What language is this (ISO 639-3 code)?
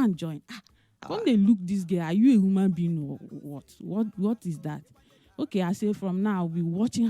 pcm